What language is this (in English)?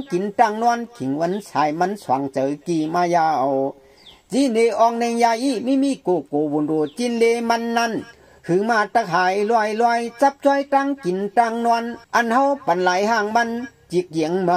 Shan